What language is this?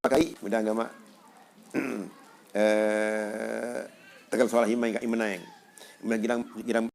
Sasak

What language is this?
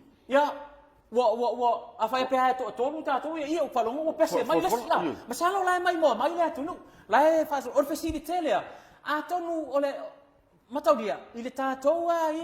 Samoan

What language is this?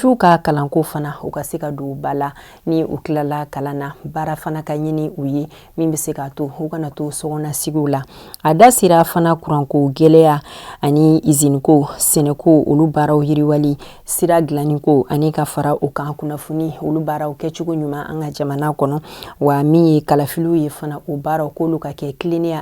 Bambara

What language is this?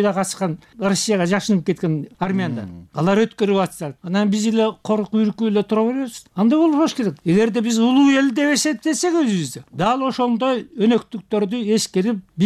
Kyrgyz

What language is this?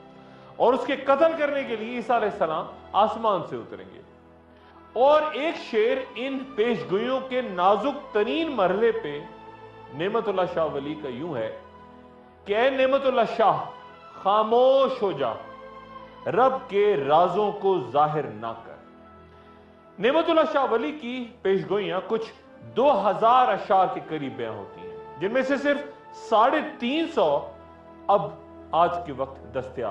Urdu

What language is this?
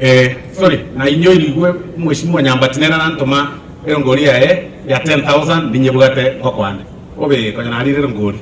Gusii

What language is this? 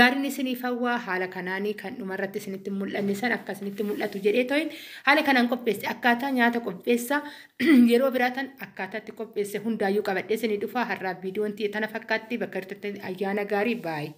Oromo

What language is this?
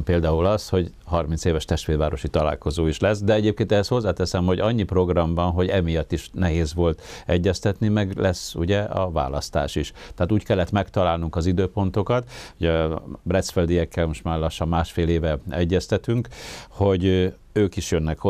Hungarian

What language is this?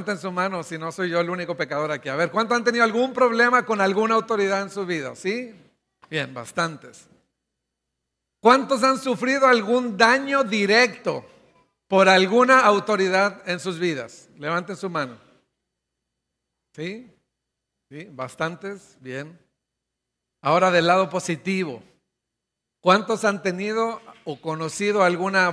Spanish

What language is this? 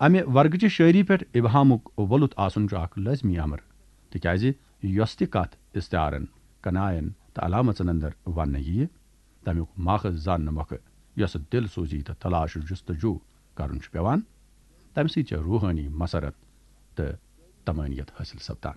Kashmiri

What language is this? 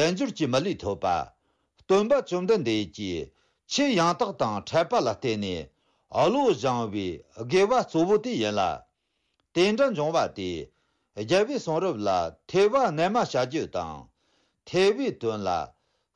Tibetan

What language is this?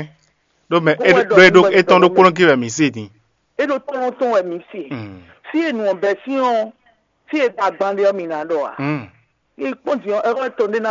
Fon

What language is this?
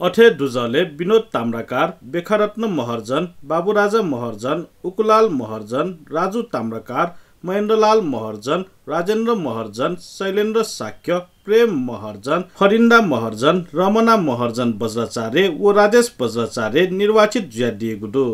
Newari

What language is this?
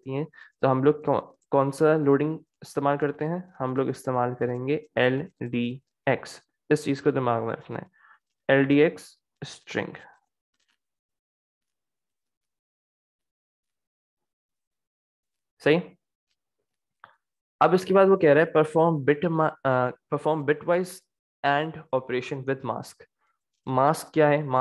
Hindi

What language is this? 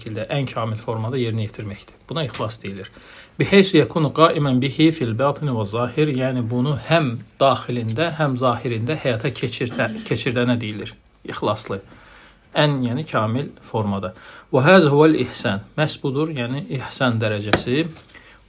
Azerbaijani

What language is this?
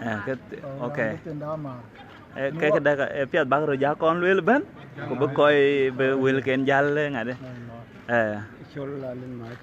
Dinka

